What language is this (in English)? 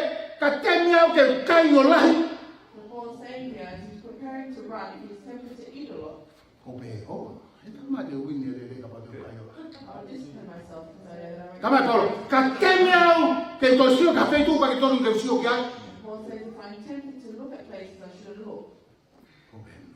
Tongan